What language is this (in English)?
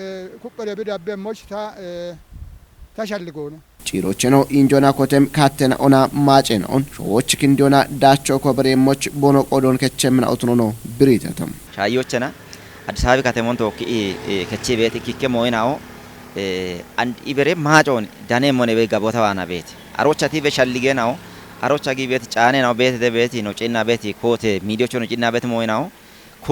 Kafa